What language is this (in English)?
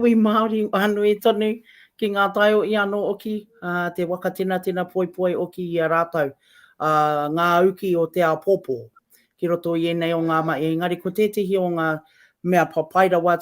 Māori